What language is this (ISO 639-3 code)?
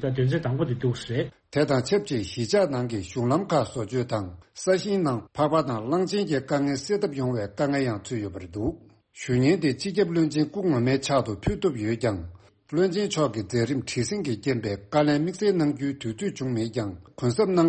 bod